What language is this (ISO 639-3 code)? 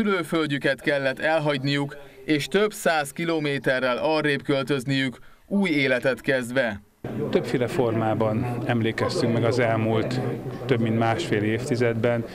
hun